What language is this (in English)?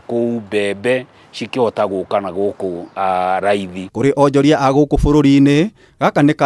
Kikuyu